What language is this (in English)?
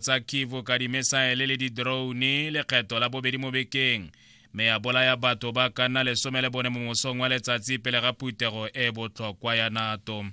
Tswana